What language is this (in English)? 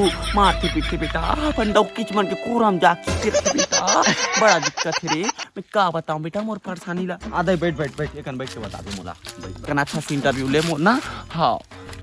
Chhattisgarhi